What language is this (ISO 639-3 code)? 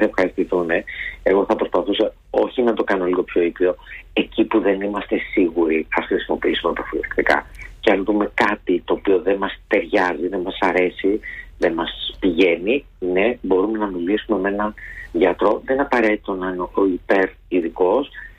ell